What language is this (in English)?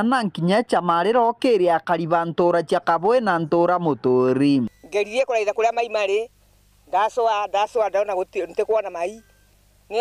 Meru